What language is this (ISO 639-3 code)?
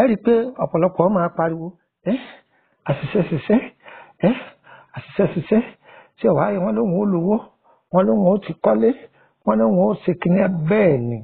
yor